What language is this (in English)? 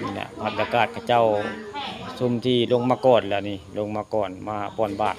Northeastern Thai